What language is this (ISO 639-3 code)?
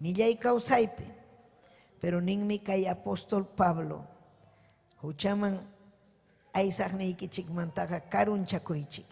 quy